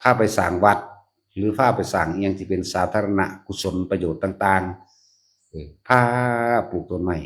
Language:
Northeastern Thai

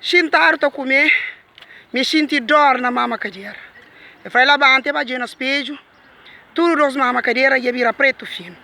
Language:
Kabuverdianu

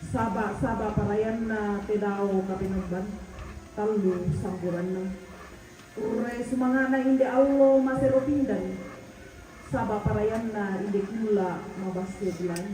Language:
Toraja-Sa'dan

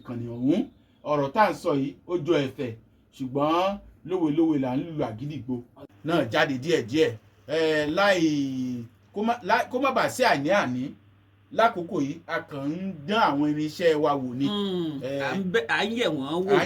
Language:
Yoruba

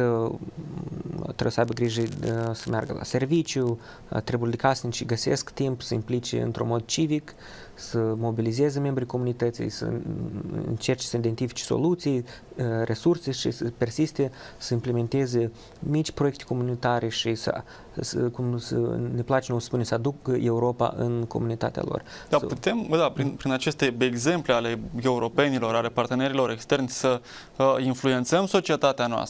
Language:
Romanian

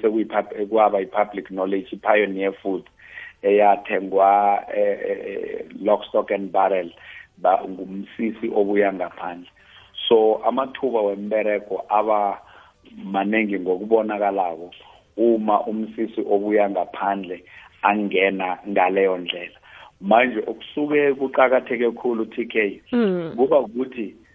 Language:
South Ndebele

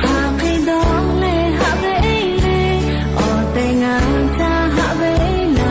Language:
Lahu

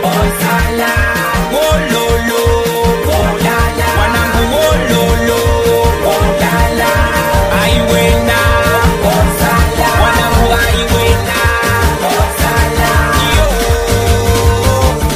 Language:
Swahili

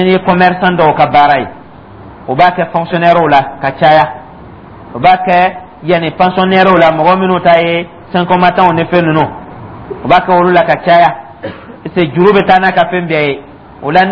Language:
Dyula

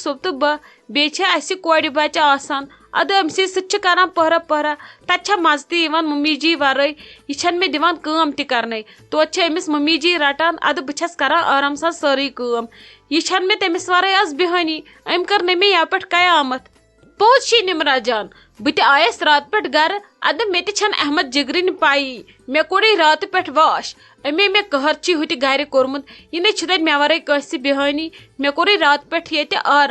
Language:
Kashmiri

